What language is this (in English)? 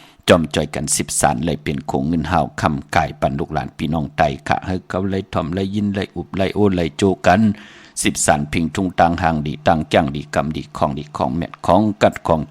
Shan